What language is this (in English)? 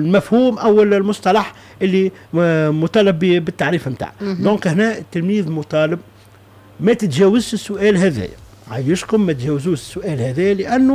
Tunisian Arabic